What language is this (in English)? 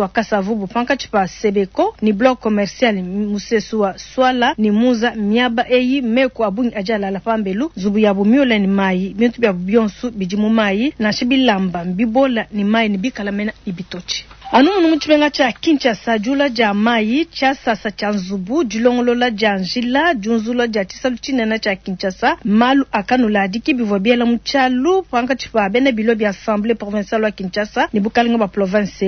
Luba-Lulua